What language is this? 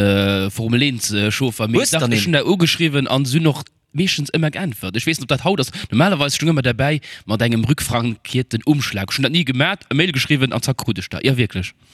Luxembourgish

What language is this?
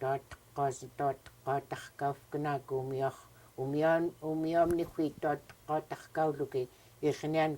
Central Yupik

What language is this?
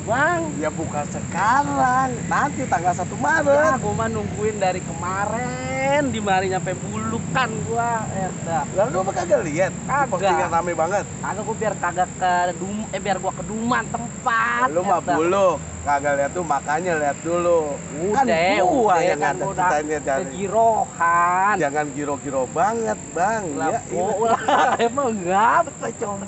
Betawi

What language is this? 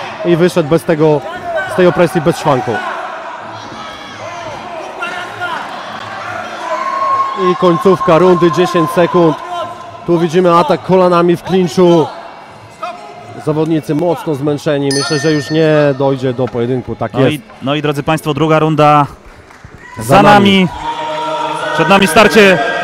Polish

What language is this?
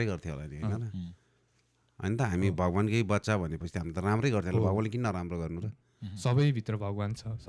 Nepali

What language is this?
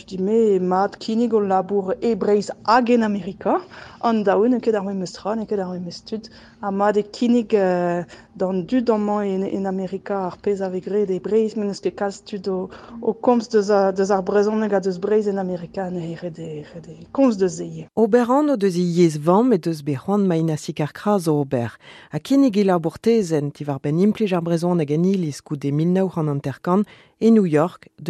Breton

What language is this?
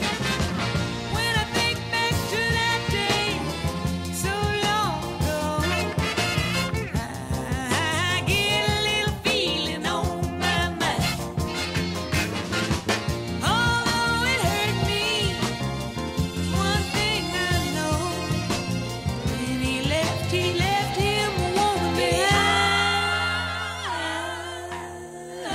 English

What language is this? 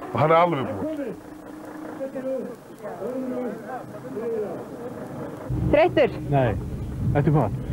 Icelandic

